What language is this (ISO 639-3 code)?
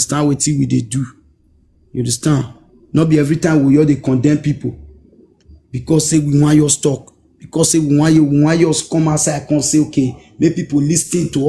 pcm